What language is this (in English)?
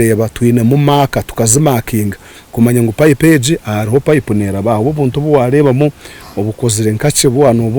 Nyankole